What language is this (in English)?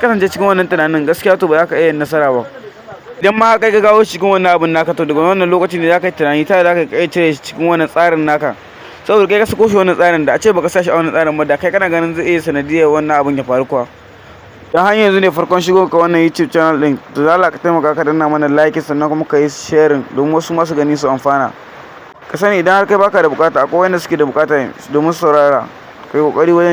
Hausa